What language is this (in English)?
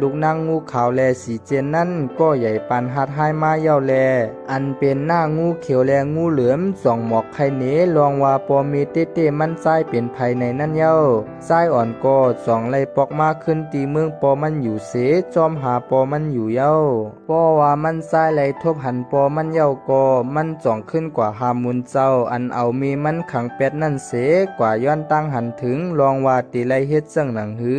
Shan